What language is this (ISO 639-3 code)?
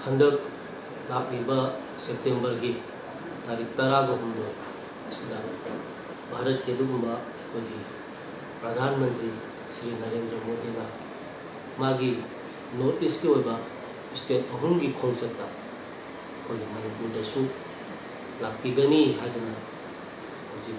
mni